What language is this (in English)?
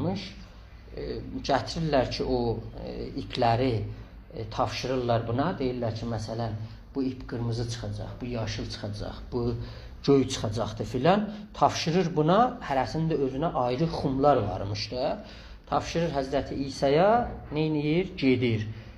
South Azerbaijani